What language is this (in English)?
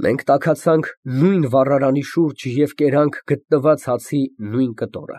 Armenian